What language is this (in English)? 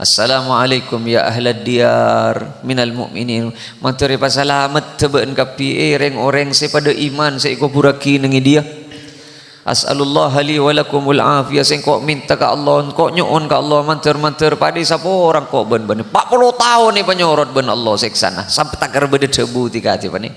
Madurese